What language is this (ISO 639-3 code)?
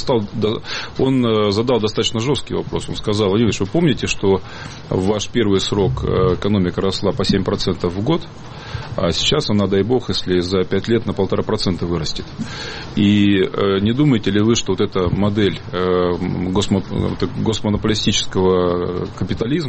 rus